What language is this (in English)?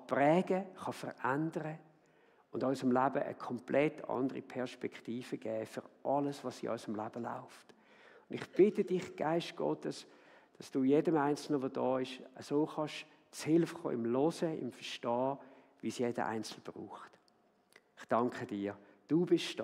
Swiss German